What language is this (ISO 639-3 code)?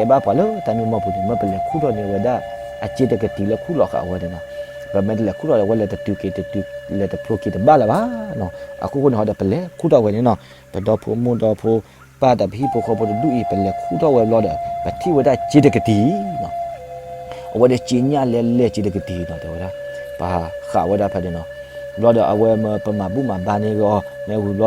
ksw